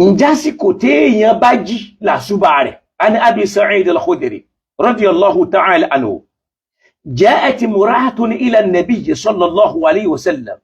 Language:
Yoruba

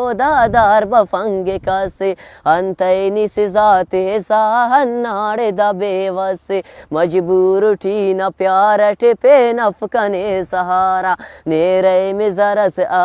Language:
Brahui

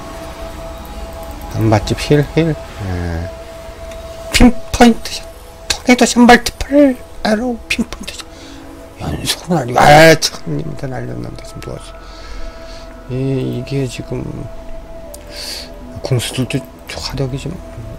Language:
Korean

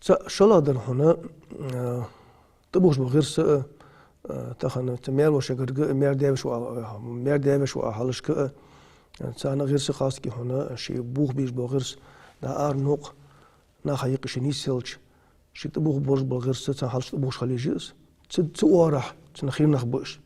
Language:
Ingush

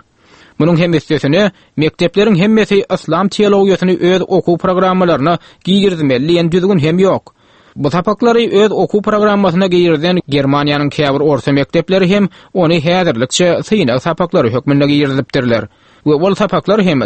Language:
Turkmen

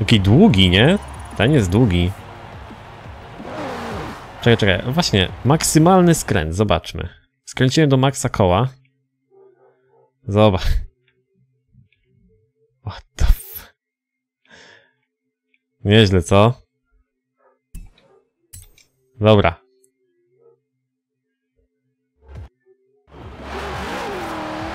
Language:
Polish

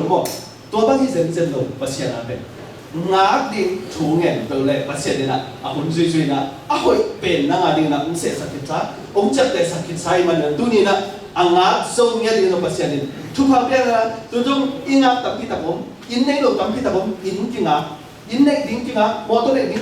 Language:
Tedim Chin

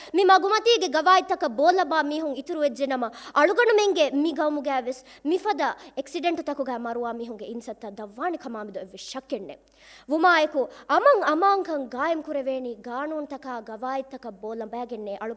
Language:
Divehi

